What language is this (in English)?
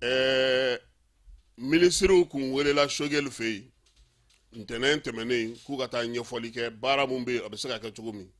Bambara